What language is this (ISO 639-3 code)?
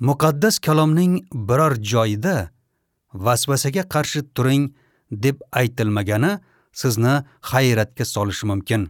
uzb